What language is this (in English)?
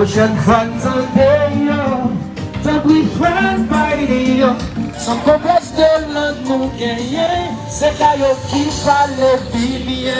Haitian Creole